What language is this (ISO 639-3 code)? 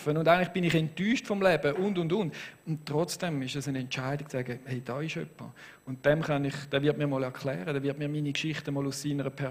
gsw